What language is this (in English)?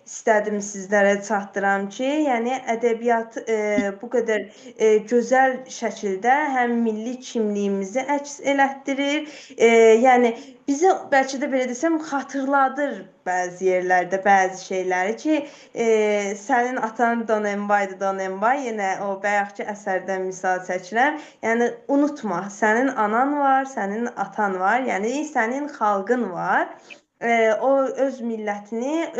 Azerbaijani